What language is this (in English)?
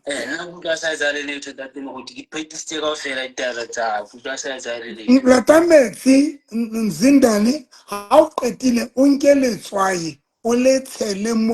Southern Sotho